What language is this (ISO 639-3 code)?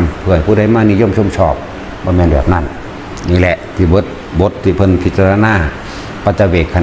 tts